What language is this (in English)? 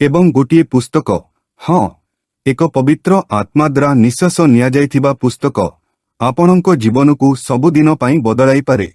Odia